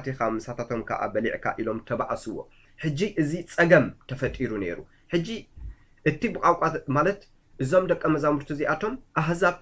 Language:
Tigrinya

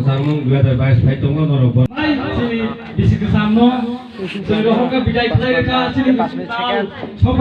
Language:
Kok Borok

